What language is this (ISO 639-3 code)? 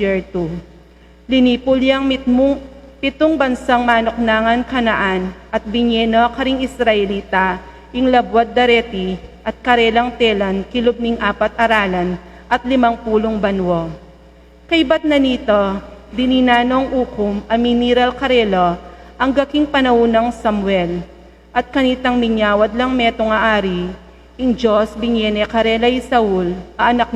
pam